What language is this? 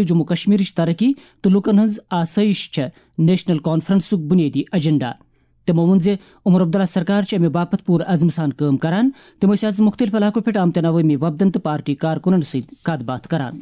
Kashmiri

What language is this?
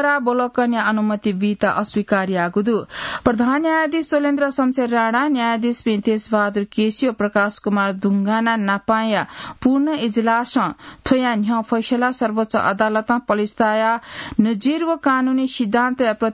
Newari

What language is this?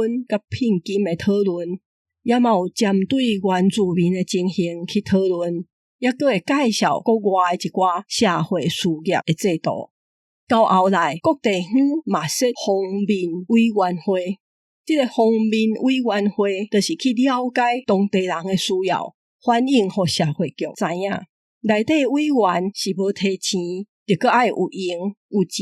Min Nan Chinese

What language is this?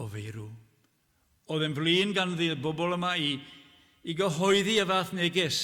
Welsh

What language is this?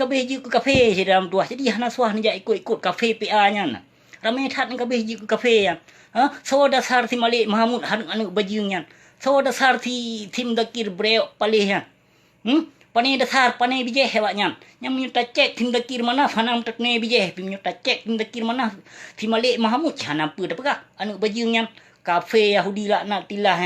Achinese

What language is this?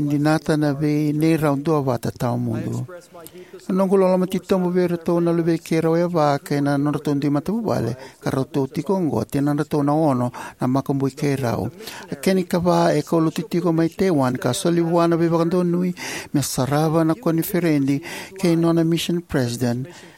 Fijian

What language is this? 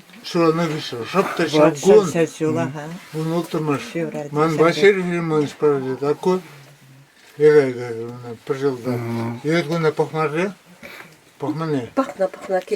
Chuvash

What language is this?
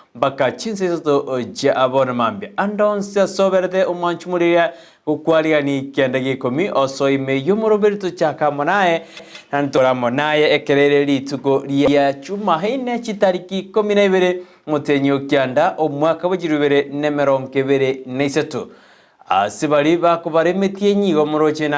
Gusii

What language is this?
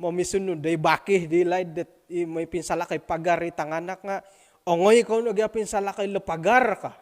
Central Dusun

